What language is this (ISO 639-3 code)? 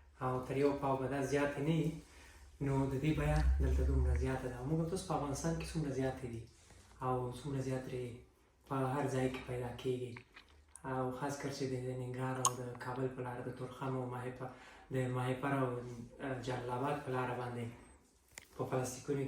pus